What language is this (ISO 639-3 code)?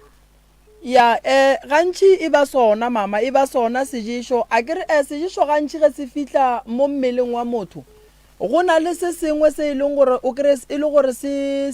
nso